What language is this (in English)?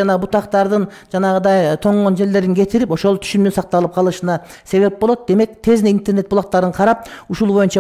Kyrgyz